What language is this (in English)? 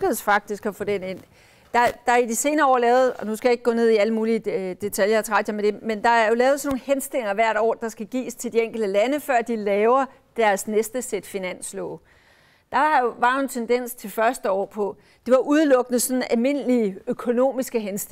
Danish